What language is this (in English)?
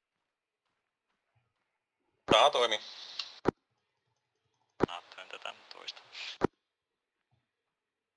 Finnish